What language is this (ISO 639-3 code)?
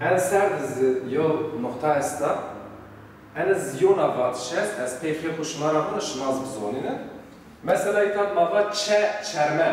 zza